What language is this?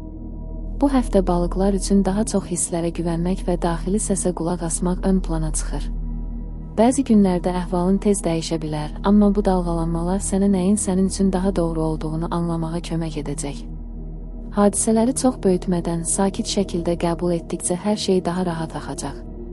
Azerbaijani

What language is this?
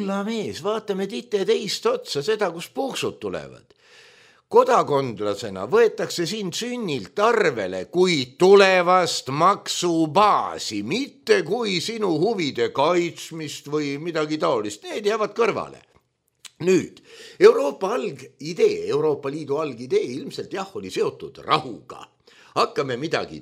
Estonian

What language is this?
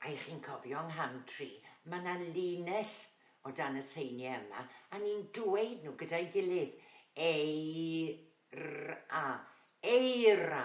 Welsh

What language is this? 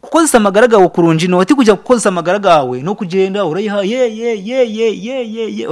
Nyankole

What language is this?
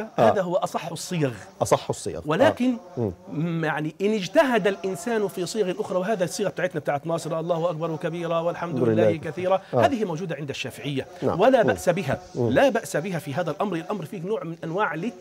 Egyptian Arabic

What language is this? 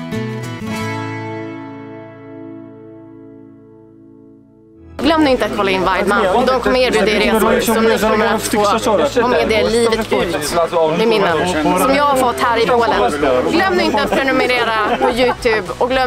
Swedish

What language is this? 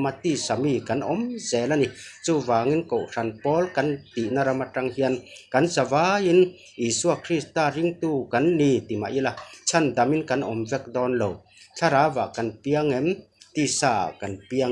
Mizo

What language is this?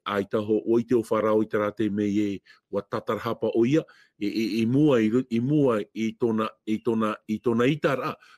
Tahitian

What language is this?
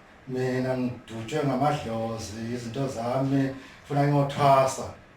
Zulu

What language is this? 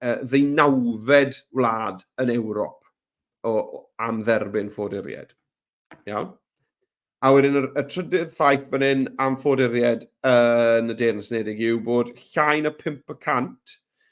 Welsh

